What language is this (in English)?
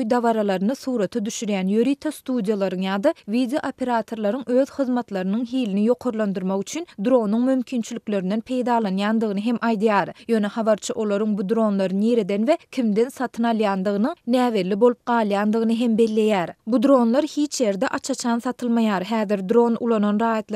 Turkmen